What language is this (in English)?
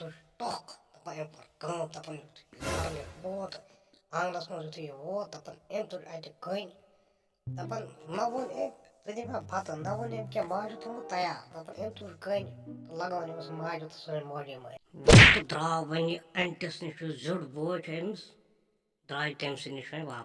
Kashmiri